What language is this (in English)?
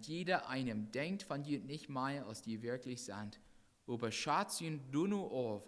Plautdietsch